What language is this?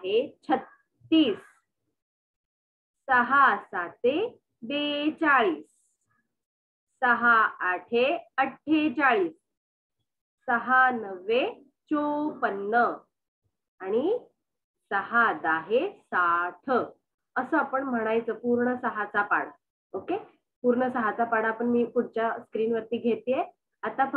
Marathi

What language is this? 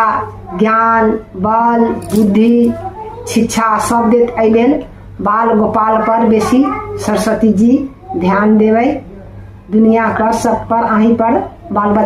Maithili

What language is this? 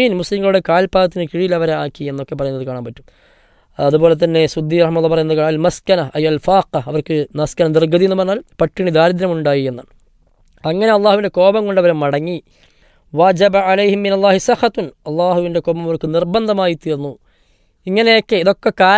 Malayalam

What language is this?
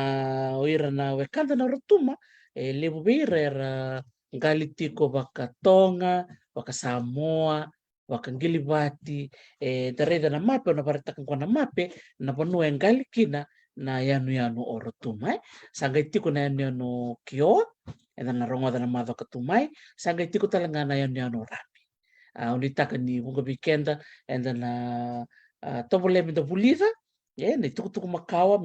Fijian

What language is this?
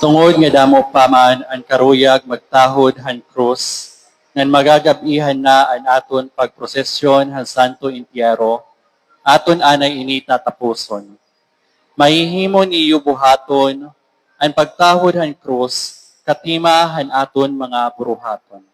Waray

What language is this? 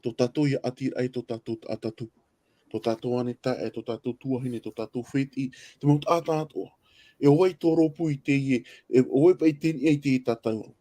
Tahitian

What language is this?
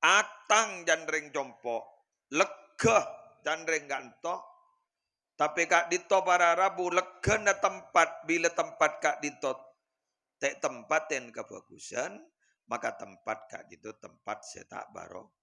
Madurese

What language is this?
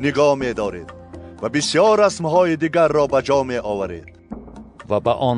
Tajik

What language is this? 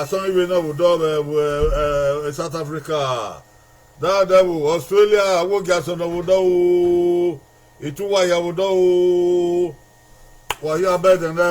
Bini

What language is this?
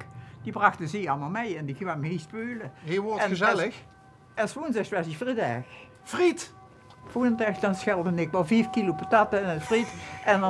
Limburgish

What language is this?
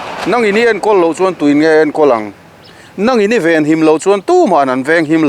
Mizo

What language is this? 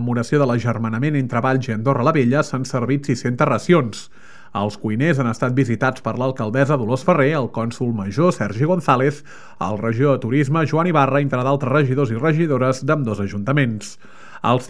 Catalan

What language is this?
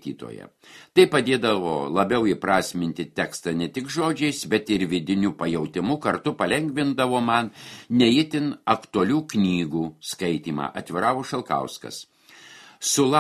Lithuanian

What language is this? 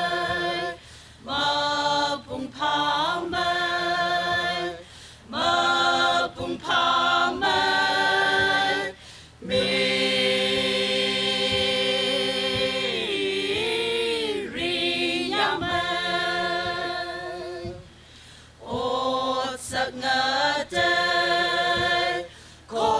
Tangkhul Naga (India)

